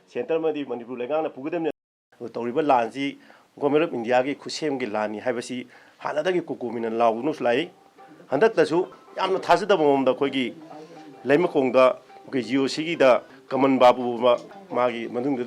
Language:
Manipuri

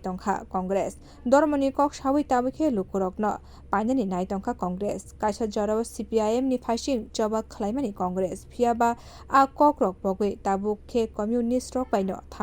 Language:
Kok Borok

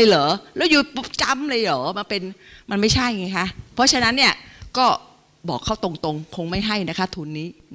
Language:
Thai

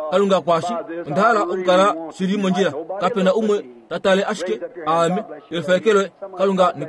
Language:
Kuanyama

